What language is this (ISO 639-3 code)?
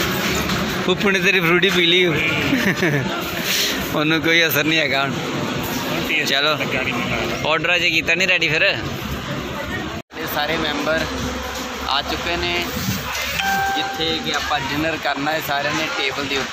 pan